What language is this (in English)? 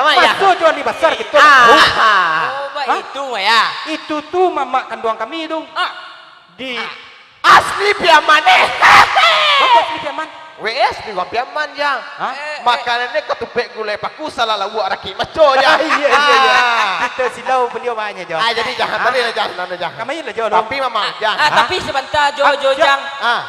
Minangkabau